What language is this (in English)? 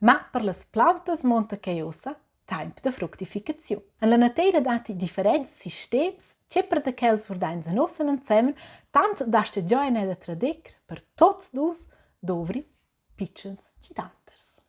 Romansh